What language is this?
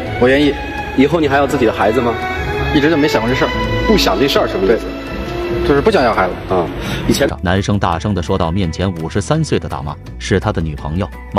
Chinese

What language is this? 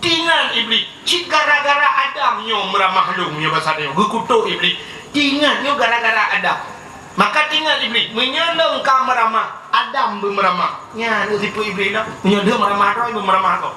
Achinese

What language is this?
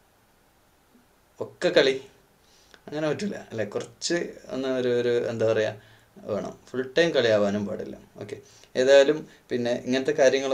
Malayalam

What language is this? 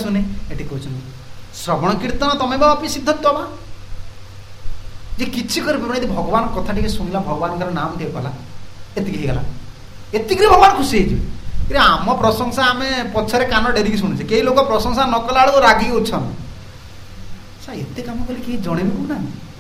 Odia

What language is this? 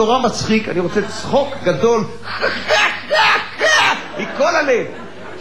Hebrew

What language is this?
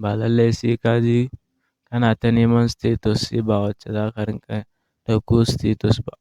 Hausa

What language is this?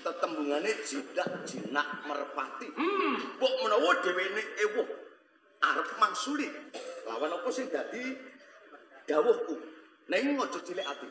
Javanese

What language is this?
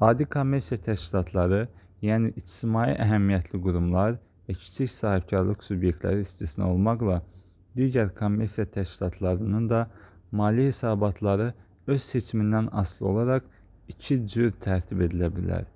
Azerbaijani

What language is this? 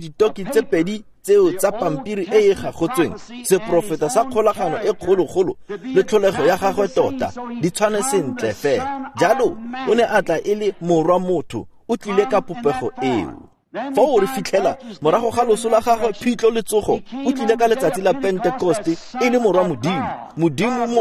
Tswana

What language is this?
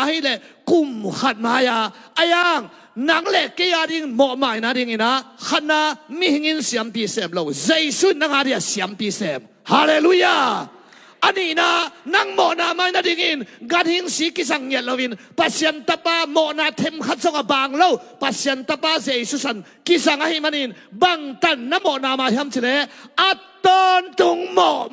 Tedim Chin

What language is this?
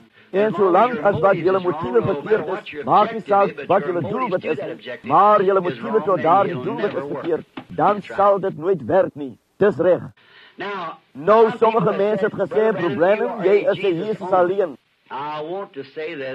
Afrikaans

